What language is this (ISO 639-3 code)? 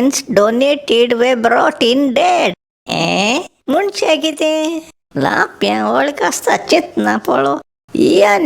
kok